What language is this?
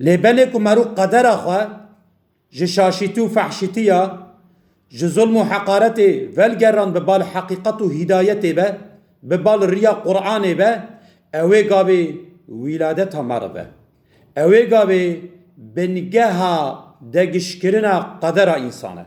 Kurdish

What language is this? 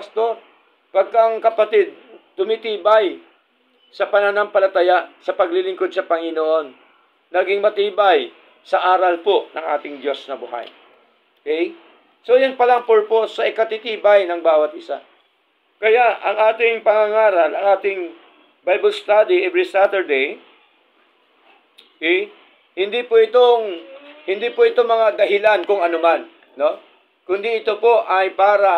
Filipino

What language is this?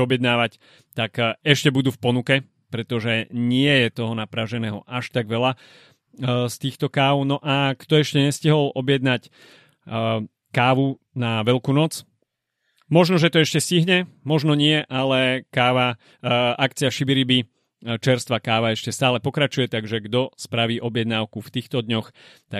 Slovak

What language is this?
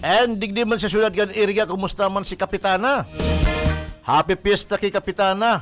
Bikol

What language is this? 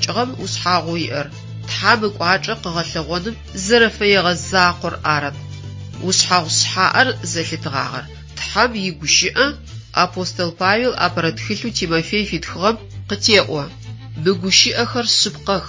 Adyghe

